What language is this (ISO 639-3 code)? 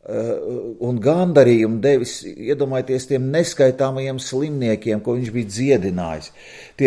lav